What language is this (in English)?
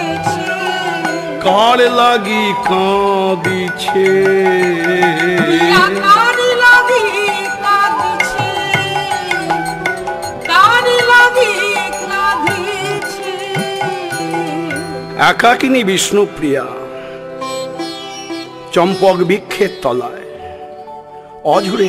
Bangla